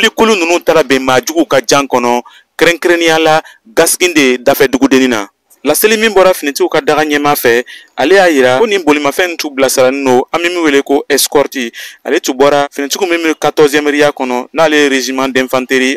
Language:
Bambara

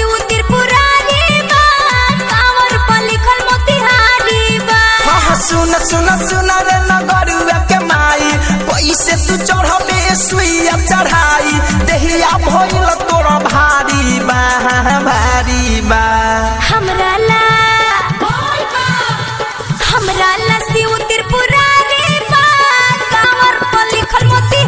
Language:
Bhojpuri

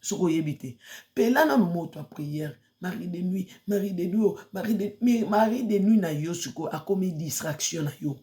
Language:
Lingala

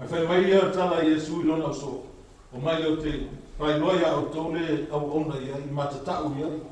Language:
Samoan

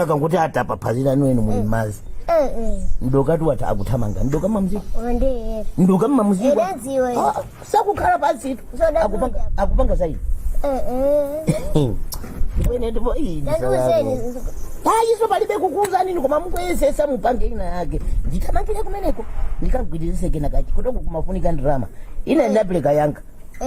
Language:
Nyanja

